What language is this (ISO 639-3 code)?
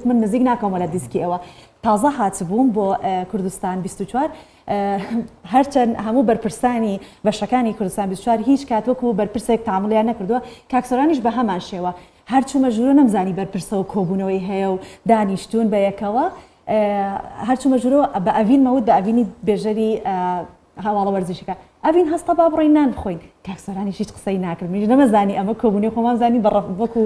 ckb